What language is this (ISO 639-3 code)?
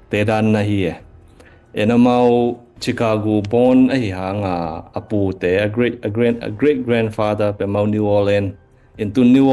ctd